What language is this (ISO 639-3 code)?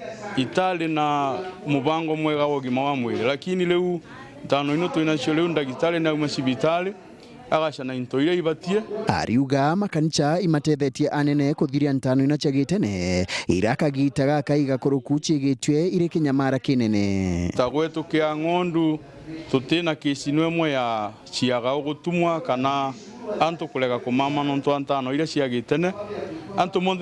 mer